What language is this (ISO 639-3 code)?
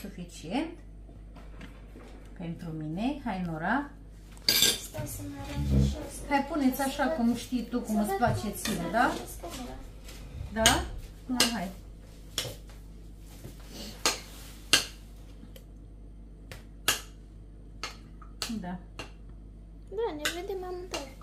ron